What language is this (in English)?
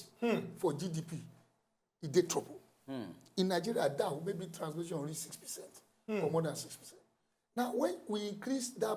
Nigerian Pidgin